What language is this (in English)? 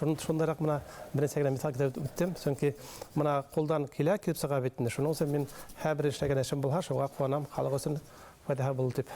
Bashkir